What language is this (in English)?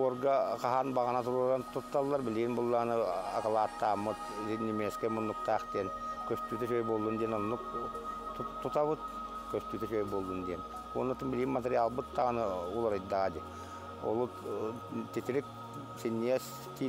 Yakut